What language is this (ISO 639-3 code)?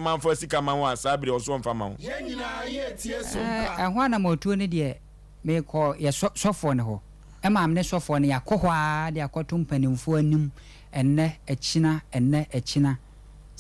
aka